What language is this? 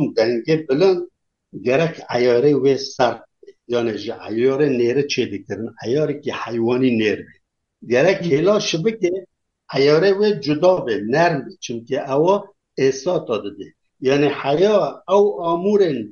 Kurdish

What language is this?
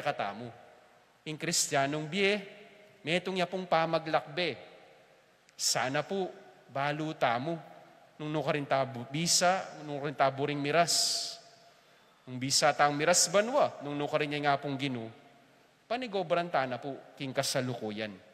Pampanga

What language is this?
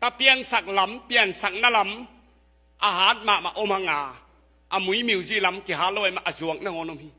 Tedim Chin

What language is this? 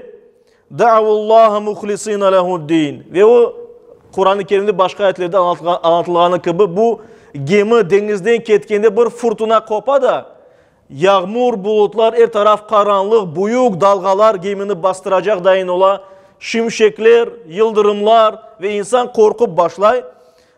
Crimean Tatar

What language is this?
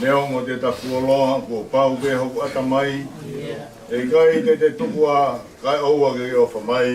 Tongan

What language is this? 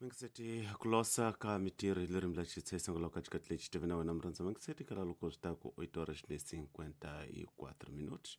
Tsonga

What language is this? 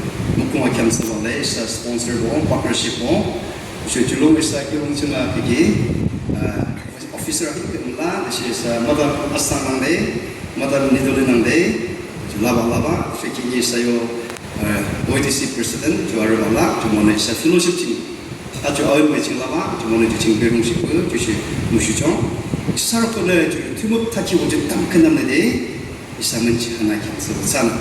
Yimchungru Naga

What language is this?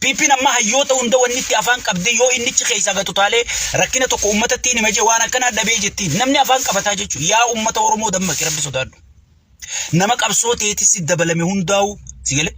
Oromo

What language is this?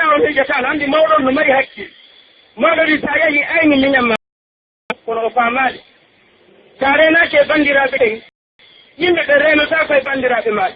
Pular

